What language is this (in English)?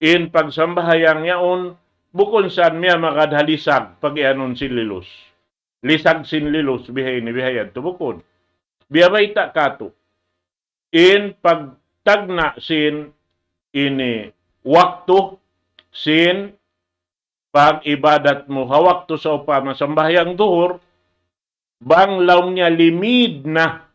Tausug